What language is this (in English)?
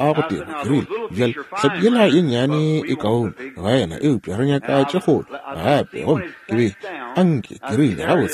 Northern Sotho